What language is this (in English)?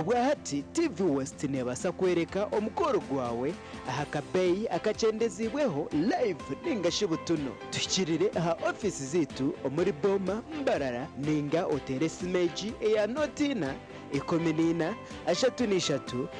Nyankole